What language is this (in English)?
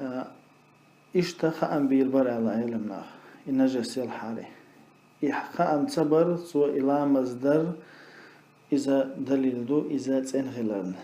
Chechen